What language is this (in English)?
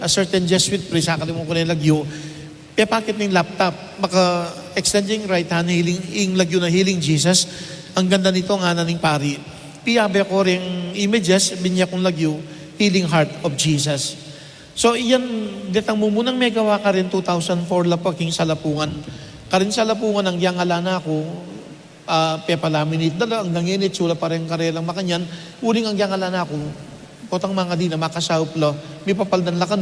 Pampanga